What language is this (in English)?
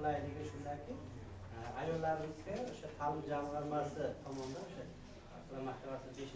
Uzbek